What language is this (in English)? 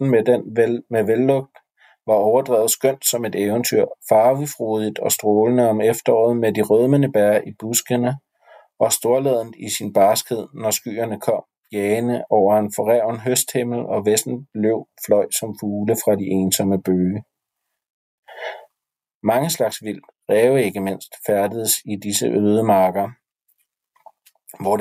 Danish